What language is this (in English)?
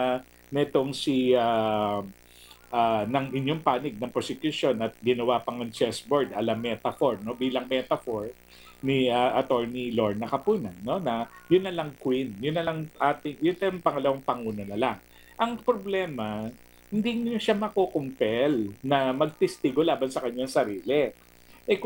Filipino